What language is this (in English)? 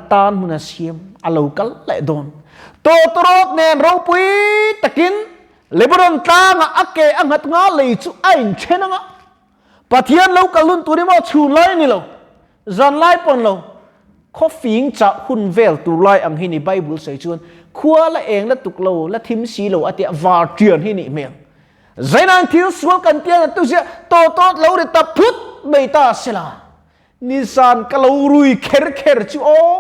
Mizo